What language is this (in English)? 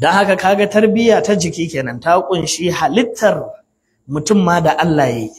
Hausa